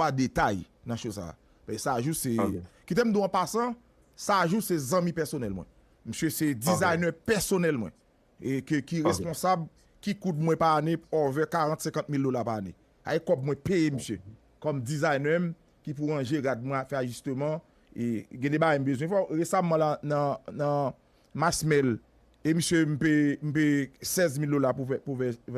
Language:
Haitian Creole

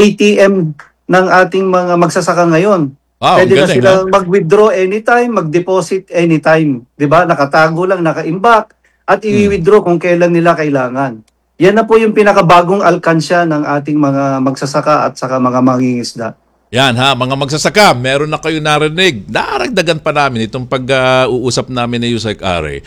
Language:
Filipino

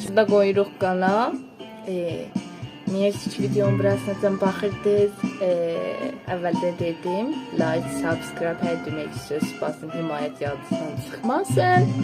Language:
South Azerbaijani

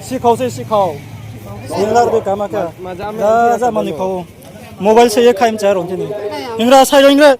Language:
Riang (India)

